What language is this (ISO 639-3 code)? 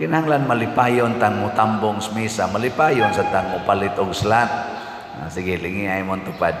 ceb